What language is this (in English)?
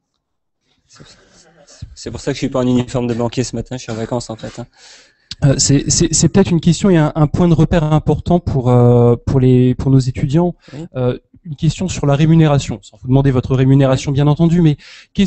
French